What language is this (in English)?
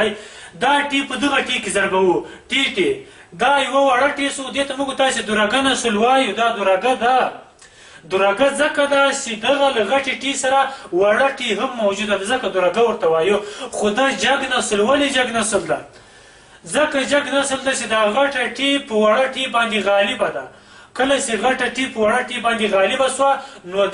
Pashto